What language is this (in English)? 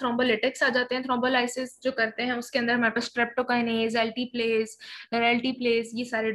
Hindi